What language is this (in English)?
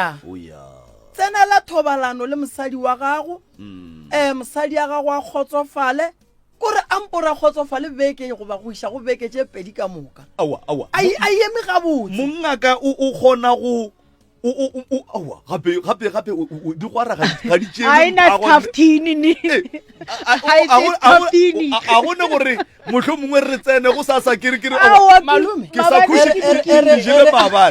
Northern Sotho